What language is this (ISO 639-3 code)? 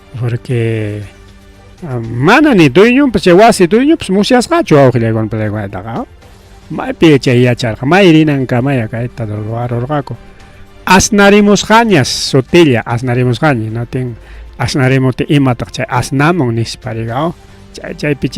quy